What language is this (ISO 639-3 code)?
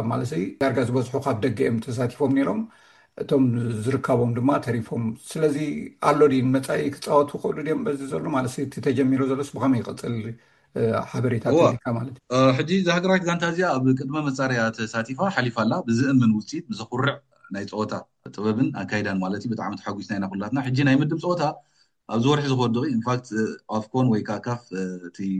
tir